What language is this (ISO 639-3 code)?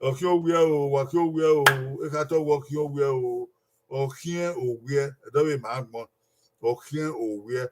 bin